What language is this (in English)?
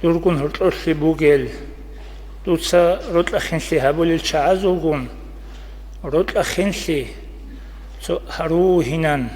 Avaric